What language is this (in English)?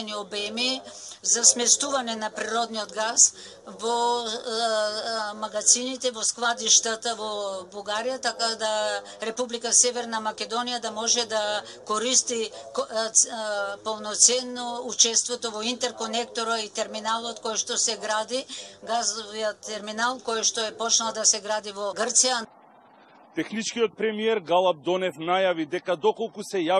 Macedonian